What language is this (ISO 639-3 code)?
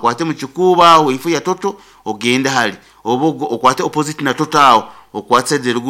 nyo